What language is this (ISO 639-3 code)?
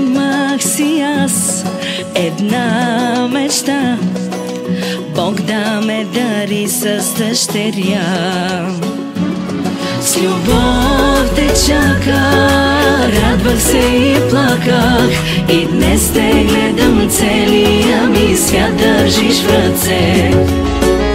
bul